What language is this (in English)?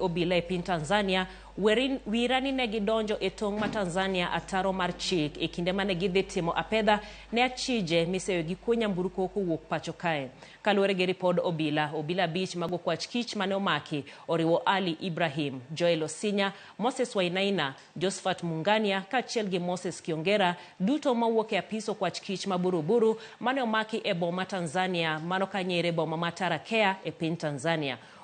Luo (Kenya and Tanzania)